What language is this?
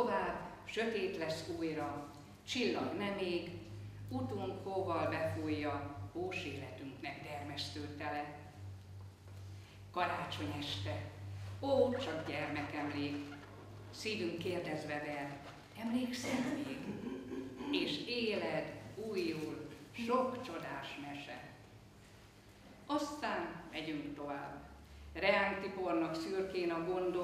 Hungarian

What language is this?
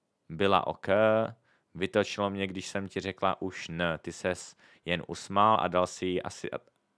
Czech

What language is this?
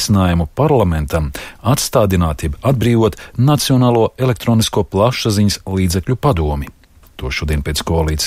Latvian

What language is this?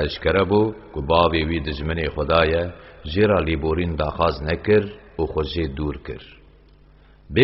Kurdish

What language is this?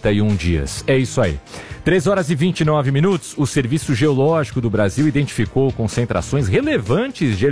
Portuguese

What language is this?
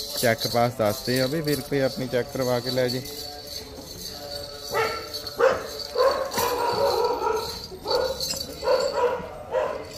Punjabi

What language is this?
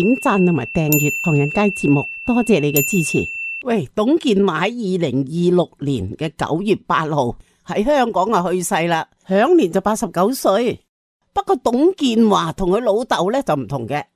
Cantonese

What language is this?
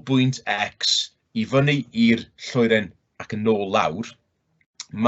Welsh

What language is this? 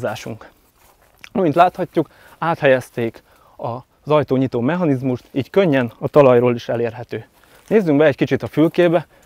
Hungarian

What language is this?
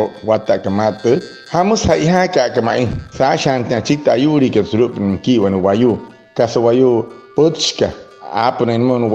Wayuu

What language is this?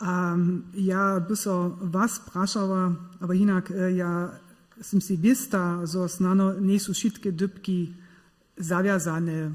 Upper Sorbian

